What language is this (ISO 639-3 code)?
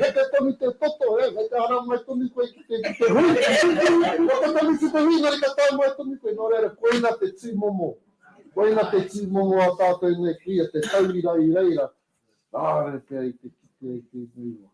mri